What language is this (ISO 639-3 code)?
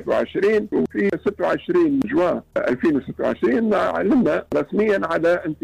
aeb